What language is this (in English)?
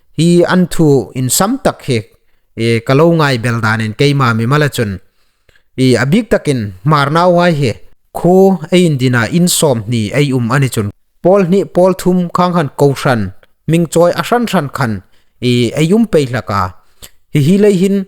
Hmar